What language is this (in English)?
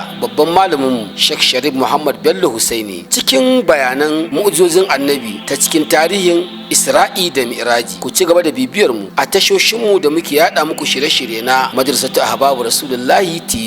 Hausa